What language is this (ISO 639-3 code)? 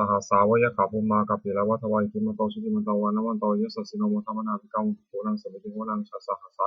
pli